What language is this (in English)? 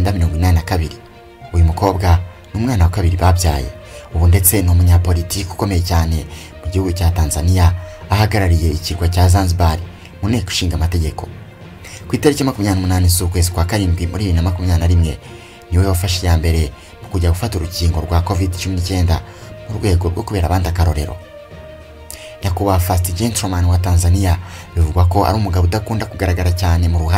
Kinyarwanda